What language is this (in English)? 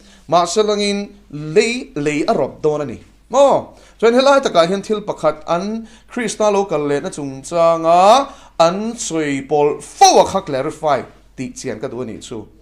Mizo